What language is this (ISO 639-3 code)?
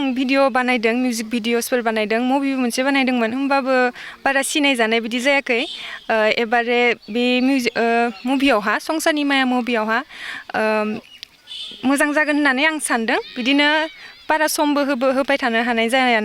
brx